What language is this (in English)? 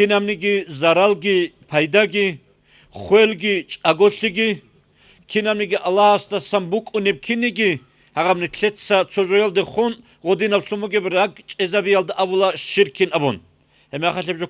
Avaric